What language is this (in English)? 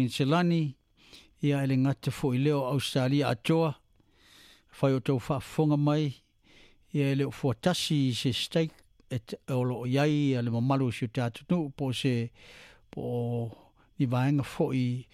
Samoan